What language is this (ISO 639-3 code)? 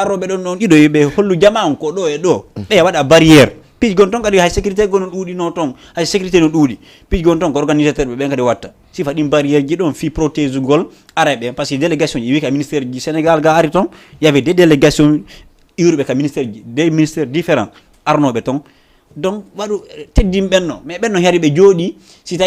ful